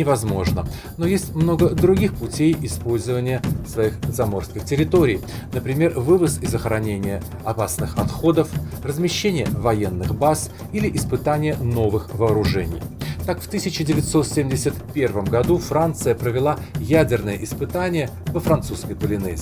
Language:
Russian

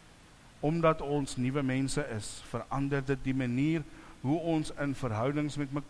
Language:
Afrikaans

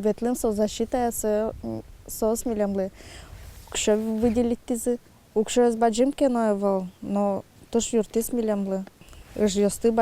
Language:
Udmurt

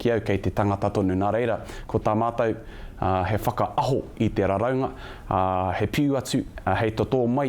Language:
Māori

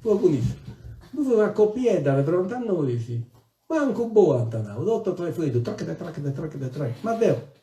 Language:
Sardinian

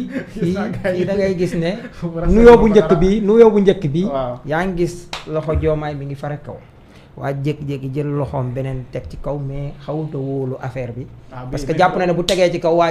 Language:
Wolof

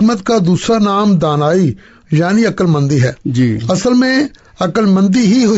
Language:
Urdu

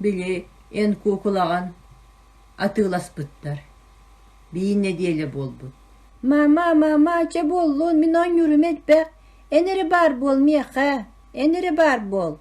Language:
Yakut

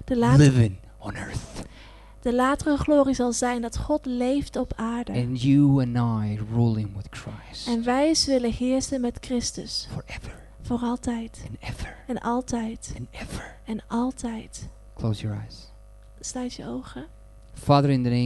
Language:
Dutch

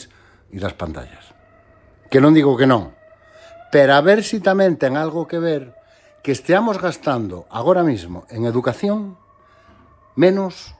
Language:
Galician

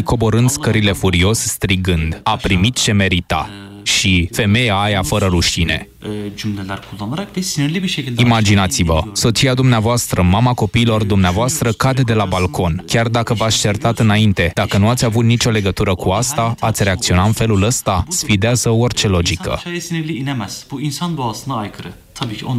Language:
Romanian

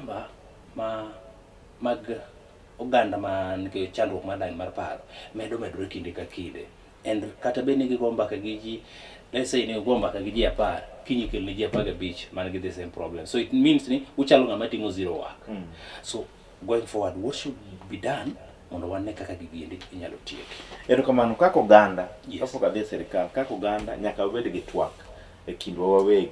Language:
Luo (Kenya and Tanzania)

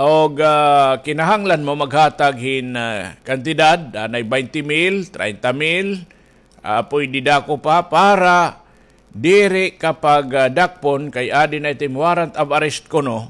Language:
Waray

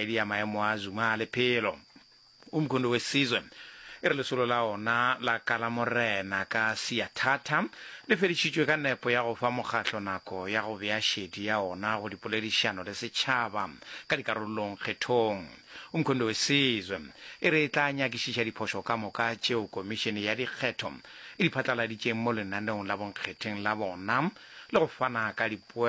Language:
Northern Sotho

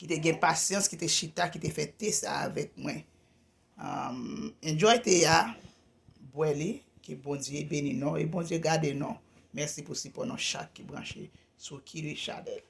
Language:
Haitian Creole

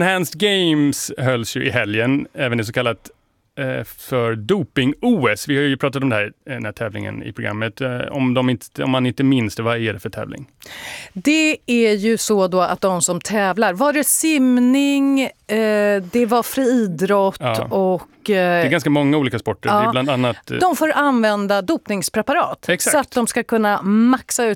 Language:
Swedish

